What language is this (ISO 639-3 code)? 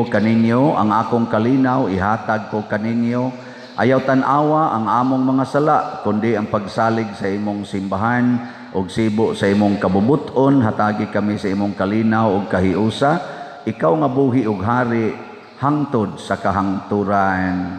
ceb